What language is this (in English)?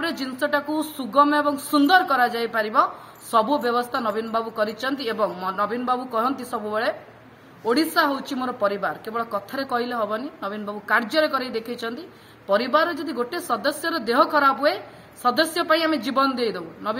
Odia